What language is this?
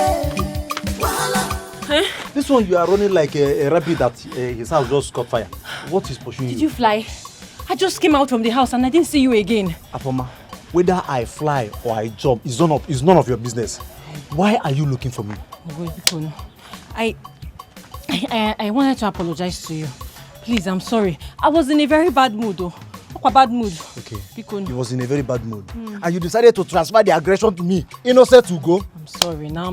Nigerian Pidgin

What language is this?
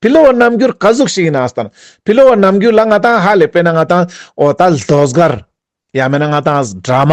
Ladakhi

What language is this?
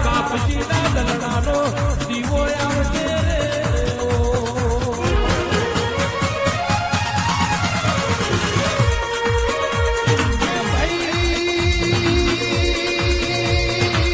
Gujarati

